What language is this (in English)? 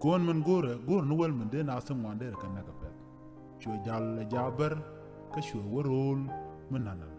Nuer